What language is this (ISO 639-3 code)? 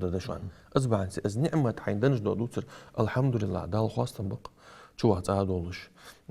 inh